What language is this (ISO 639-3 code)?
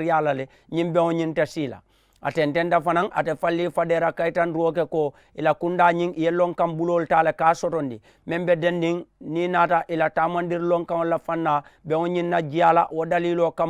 man